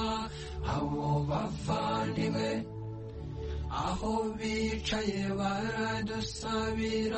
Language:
Kinyarwanda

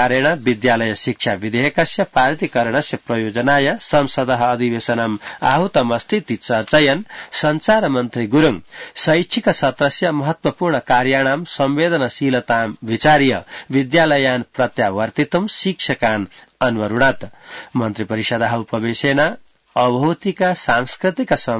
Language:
Sanskrit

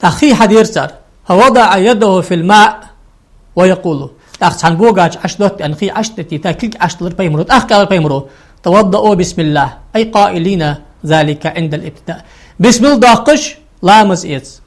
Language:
Ingush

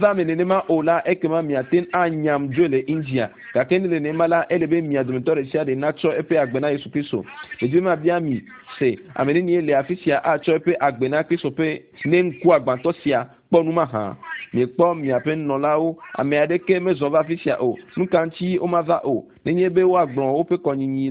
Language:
Ewe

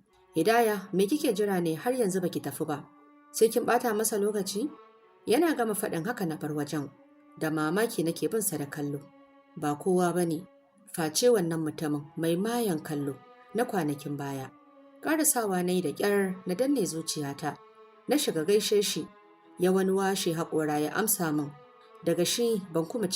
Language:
Hausa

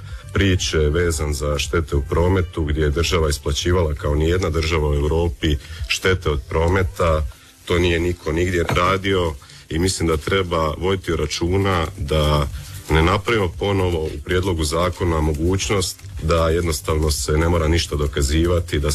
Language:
Croatian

